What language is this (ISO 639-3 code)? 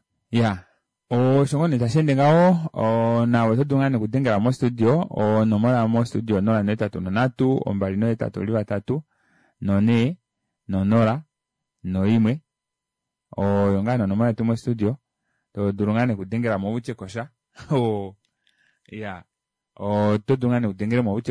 kua